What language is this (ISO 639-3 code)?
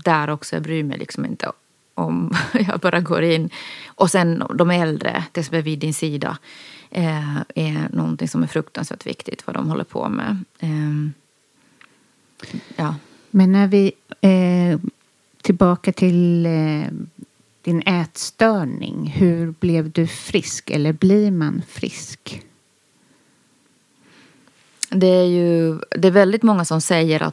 swe